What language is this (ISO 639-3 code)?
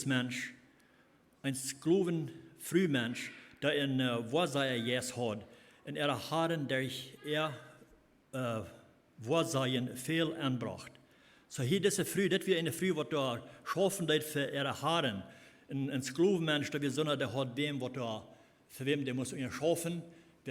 pdt